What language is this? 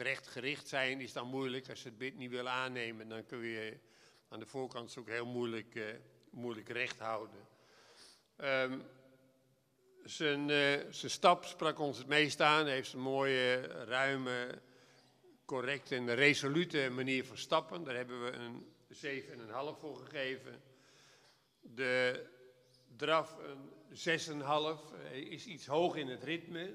Dutch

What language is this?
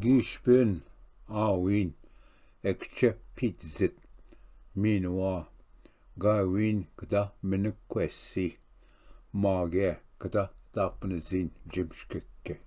Ojibwa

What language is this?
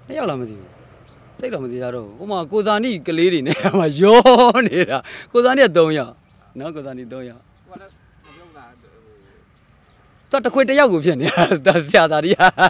Burmese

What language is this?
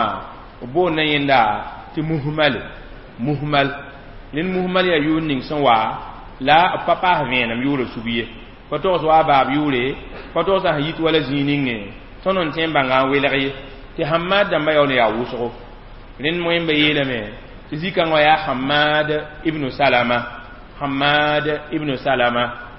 Mossi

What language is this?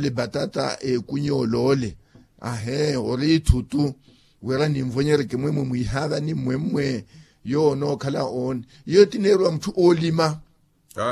Makhuwa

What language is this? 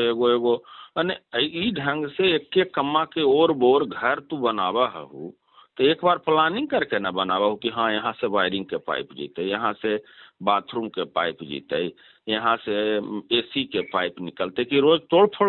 Magahi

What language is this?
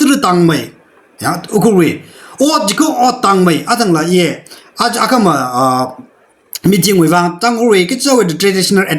Tangkhul Naga (India)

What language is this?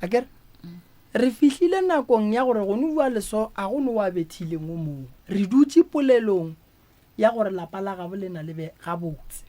Northern Sotho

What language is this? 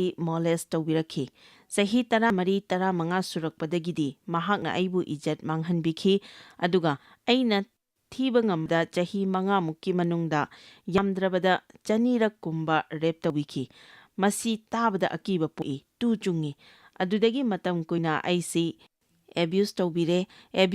Manipuri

